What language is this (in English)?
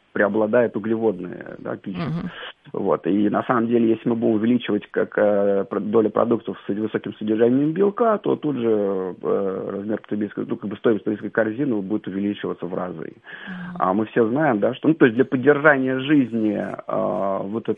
Russian